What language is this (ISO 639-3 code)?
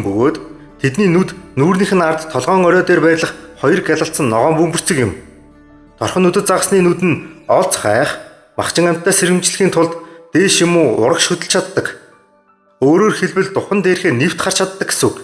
mon